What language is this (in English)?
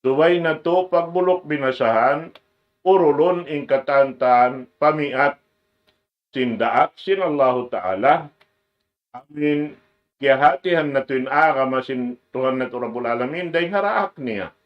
Tausug